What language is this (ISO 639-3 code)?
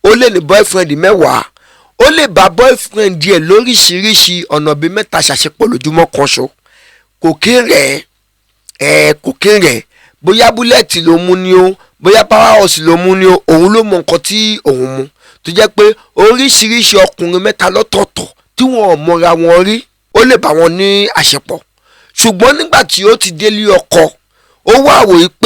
yor